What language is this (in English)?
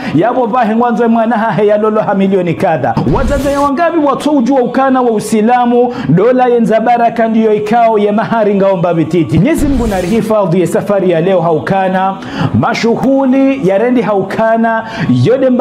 Ngazidja Comorian